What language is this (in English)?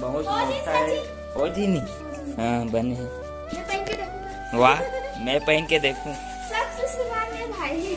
Chhattisgarhi